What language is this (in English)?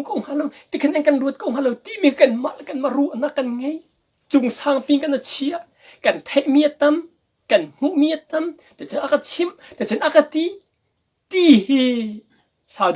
Hakha Chin